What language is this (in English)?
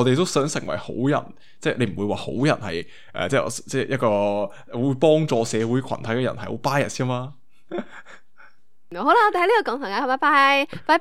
Cantonese